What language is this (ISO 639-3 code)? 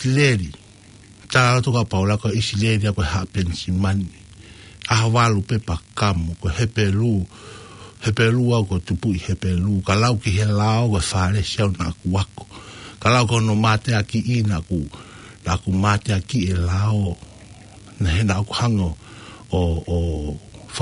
ton